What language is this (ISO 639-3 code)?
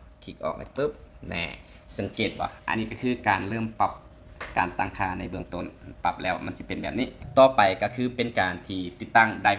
lao